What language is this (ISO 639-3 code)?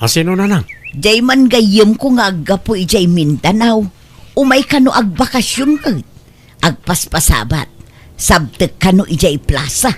ilo